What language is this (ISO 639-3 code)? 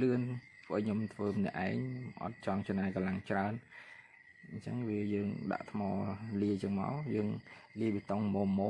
khm